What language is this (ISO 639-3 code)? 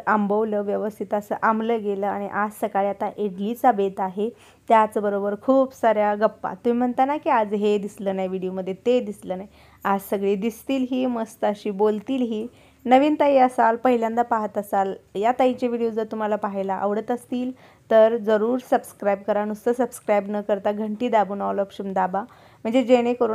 mar